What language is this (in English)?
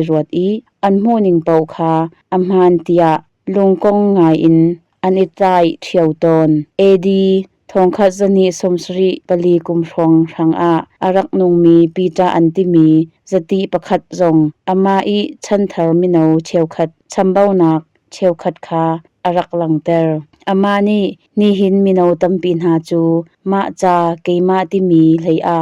Hakha Chin